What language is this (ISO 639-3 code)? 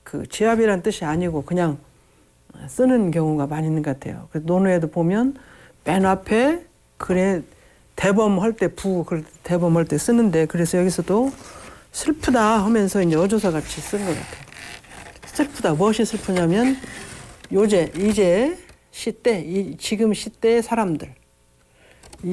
kor